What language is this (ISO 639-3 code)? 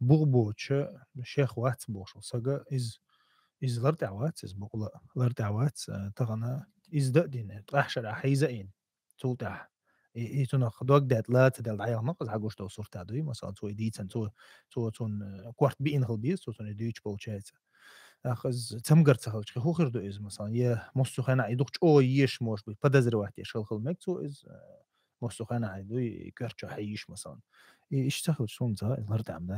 che